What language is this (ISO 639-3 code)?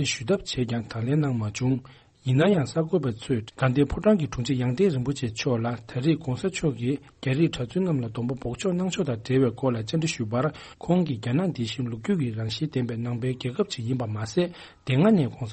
bod